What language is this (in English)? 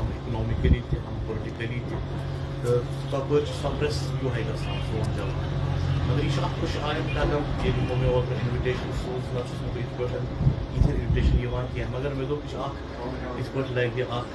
Kashmiri